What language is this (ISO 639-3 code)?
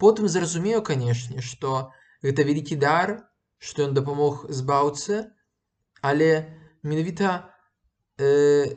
bel